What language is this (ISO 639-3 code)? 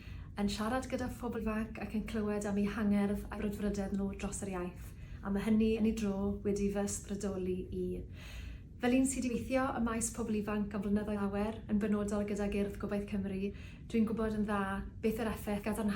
cym